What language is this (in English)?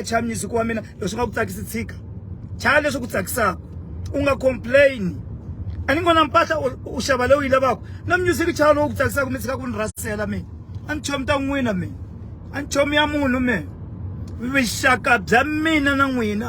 Tsonga